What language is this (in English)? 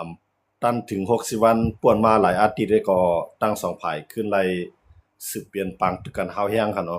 Shan